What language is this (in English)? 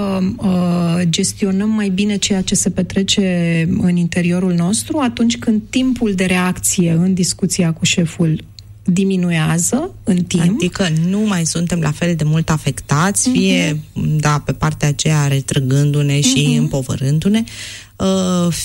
Romanian